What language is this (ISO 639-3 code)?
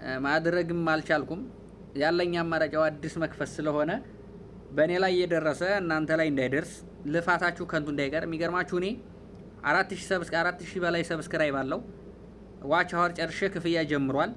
amh